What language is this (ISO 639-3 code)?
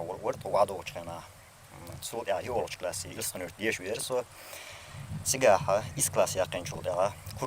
che